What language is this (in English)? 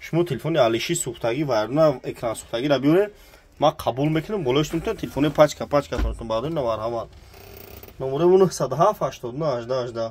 Tajik